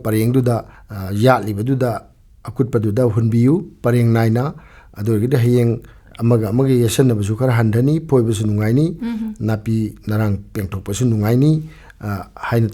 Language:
Manipuri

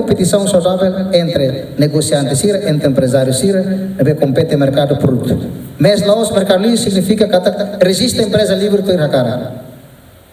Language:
Tetum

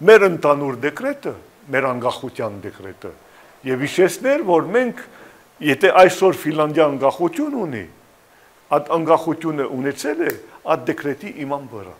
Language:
Western Armenian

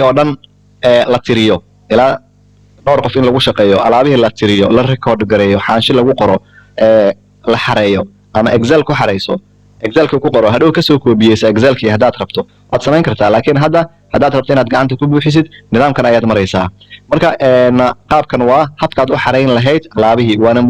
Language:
Somali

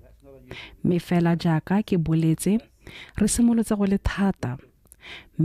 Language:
Tswana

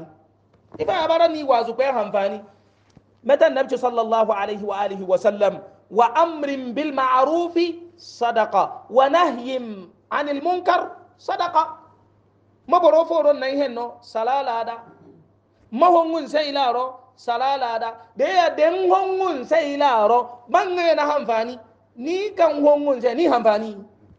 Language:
Hausa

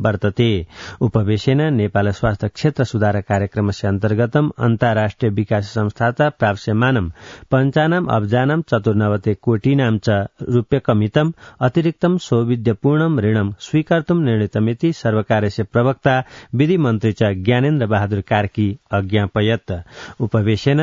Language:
Sanskrit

